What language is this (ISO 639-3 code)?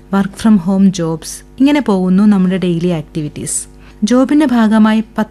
mal